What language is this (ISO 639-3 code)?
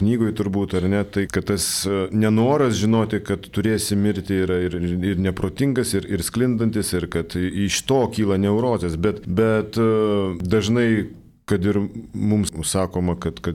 lit